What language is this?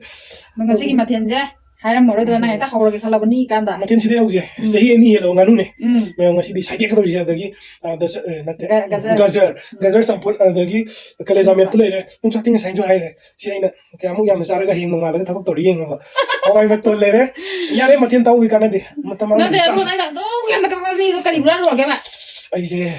Manipuri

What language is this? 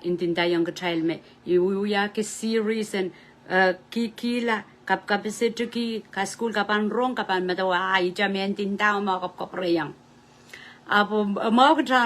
Pohnpeian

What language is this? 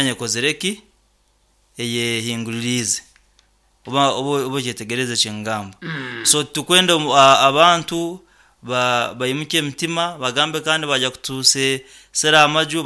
Nyoro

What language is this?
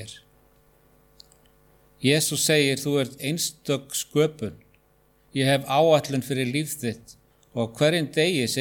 Icelandic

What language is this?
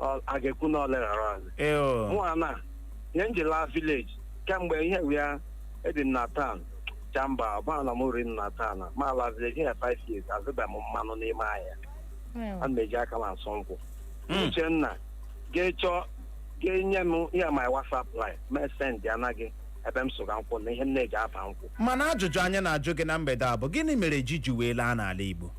Igbo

